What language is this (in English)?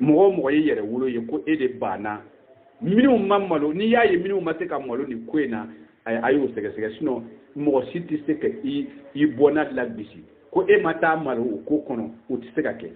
Bambara